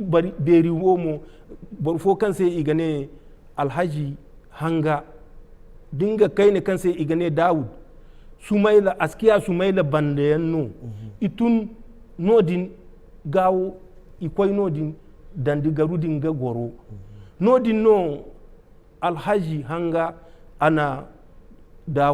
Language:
Zarma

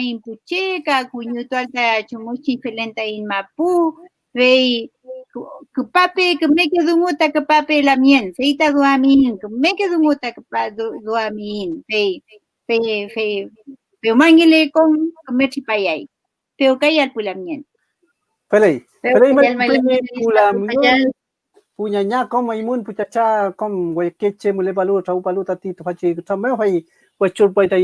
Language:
Mapuche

